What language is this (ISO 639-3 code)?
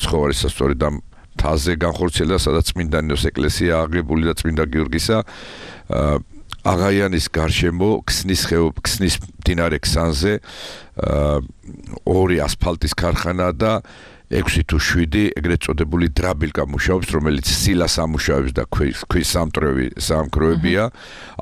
kat